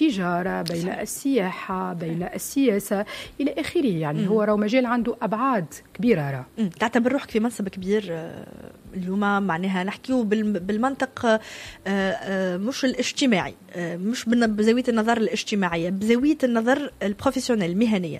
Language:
Tunisian Arabic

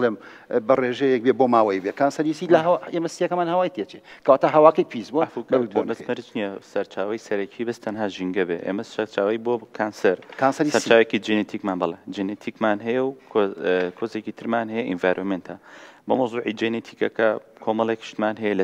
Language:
Central Kurdish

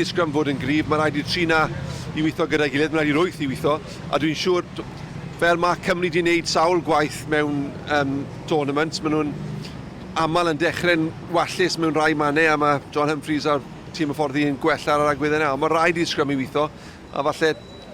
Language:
Welsh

